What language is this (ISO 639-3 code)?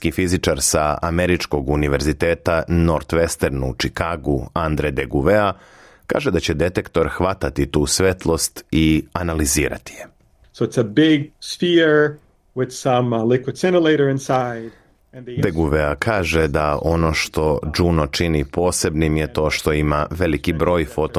srp